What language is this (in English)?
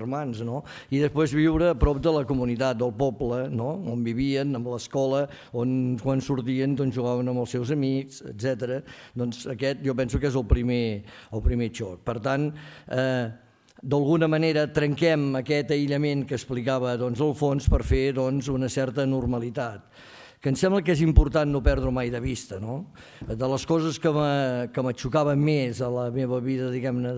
Catalan